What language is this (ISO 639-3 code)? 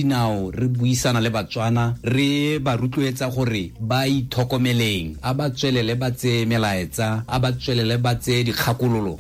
tsn